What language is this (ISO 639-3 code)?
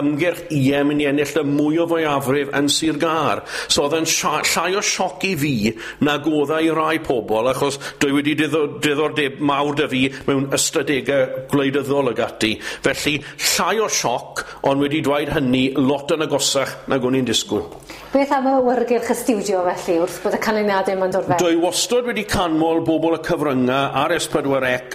cym